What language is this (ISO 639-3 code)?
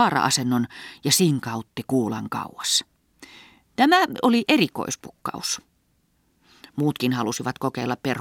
fin